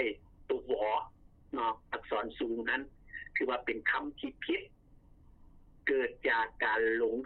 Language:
Lao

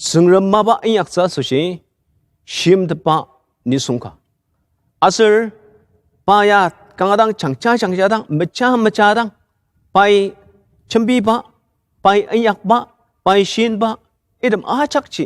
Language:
Ao Naga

